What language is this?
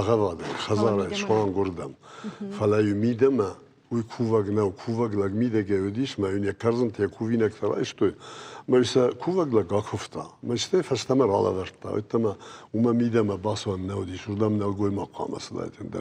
Ossetic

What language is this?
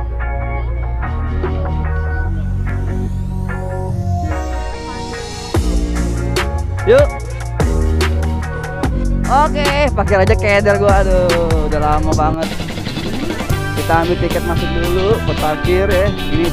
Indonesian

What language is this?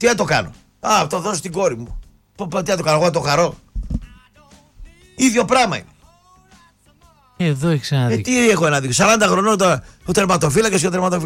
Greek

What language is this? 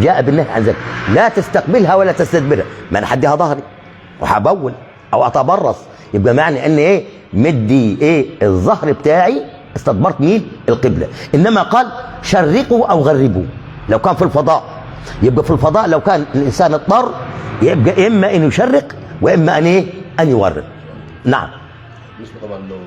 Egyptian Arabic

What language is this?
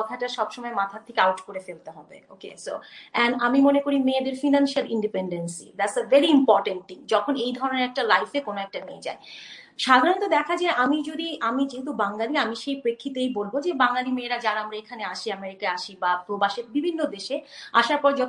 Bangla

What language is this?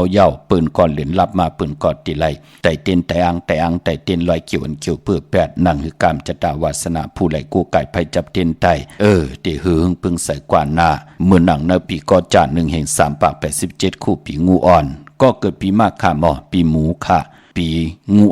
Shan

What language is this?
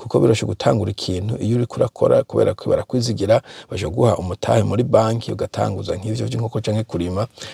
Rundi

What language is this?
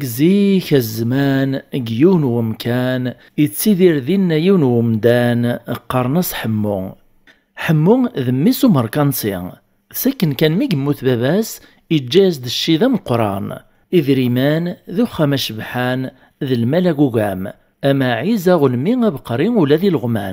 Kabyle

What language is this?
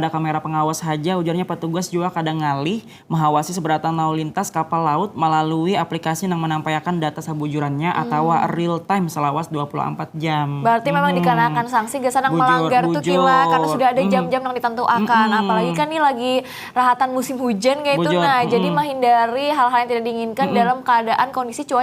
Banjar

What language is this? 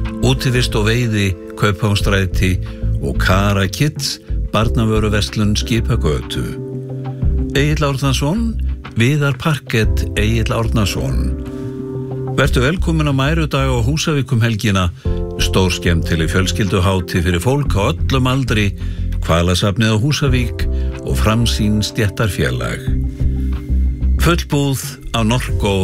Icelandic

